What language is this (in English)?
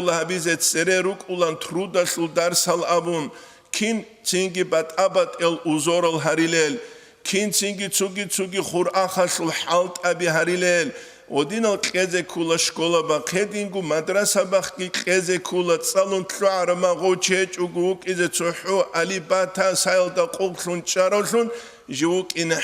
Avaric